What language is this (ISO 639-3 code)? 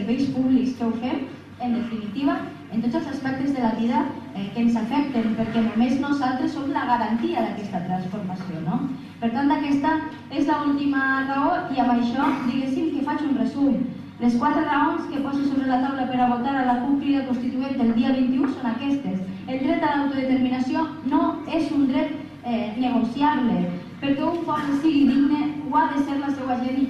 cat